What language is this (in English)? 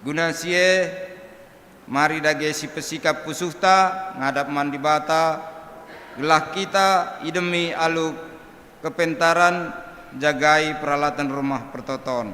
Batak Karo